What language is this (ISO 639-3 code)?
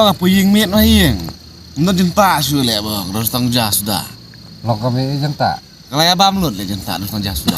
kha